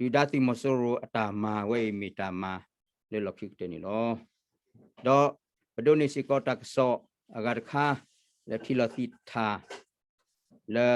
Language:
S'gaw Karen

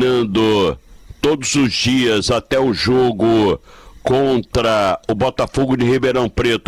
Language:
Portuguese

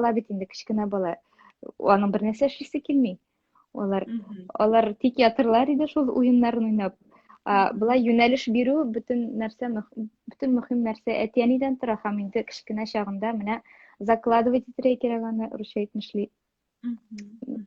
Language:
Tatar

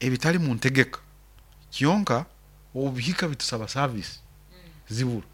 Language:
Nyoro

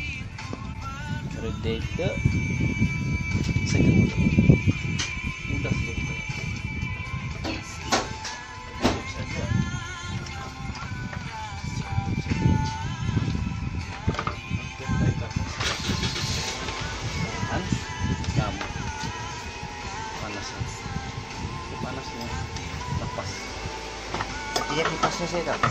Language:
Malay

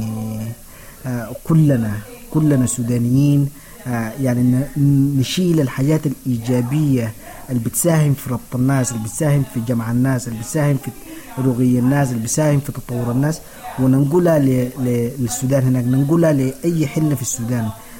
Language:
Sudanese Arabic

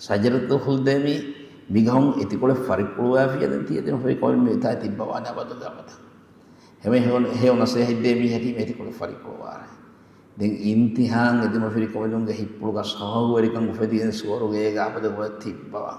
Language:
Divehi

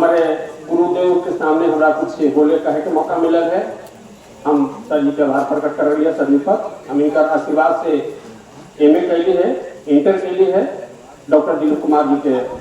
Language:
Magahi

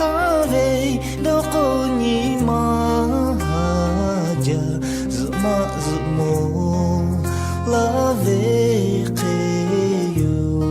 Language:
Lahu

